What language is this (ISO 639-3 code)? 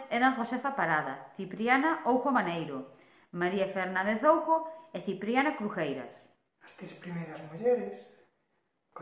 glg